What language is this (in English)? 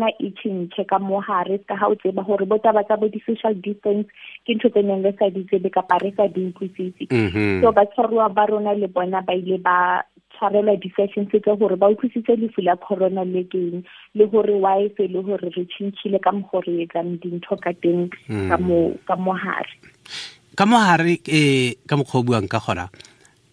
Southern Sotho